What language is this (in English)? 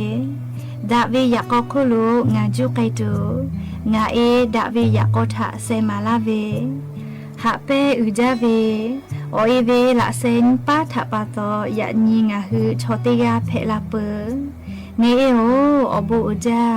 Lahu